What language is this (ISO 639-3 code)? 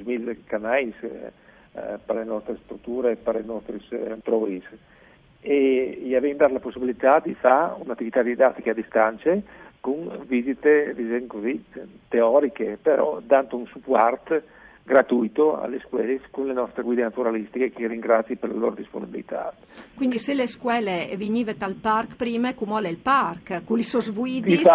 fur